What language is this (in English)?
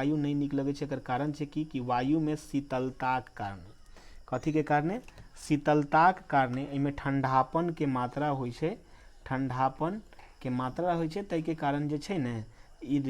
Maithili